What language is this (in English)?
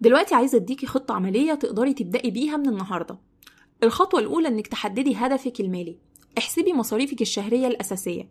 Egyptian Arabic